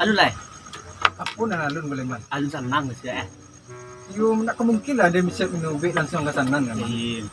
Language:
Minangkabau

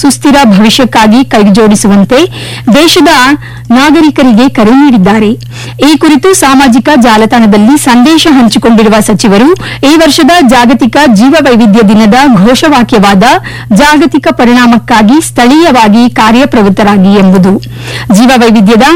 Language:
Kannada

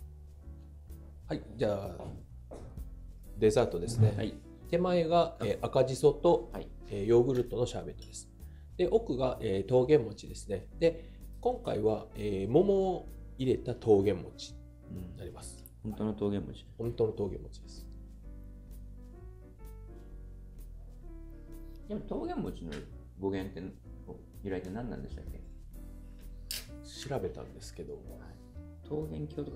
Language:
Japanese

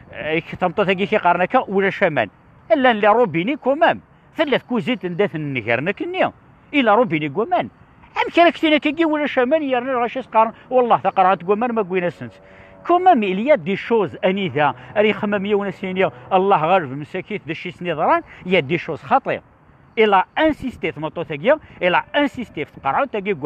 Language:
Kabyle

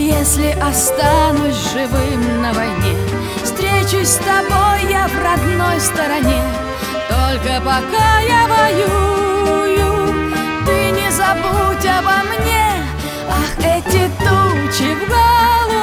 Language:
Russian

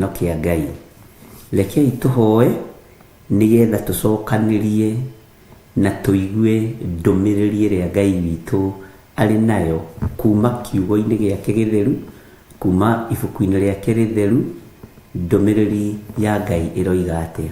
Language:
Kikuyu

